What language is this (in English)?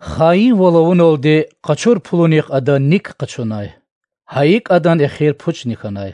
Lezghian